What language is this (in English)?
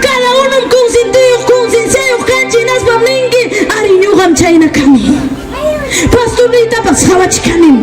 Ayacucho Quechua